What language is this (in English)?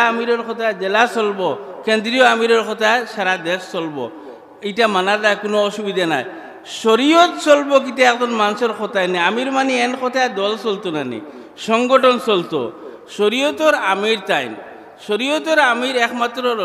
Sylheti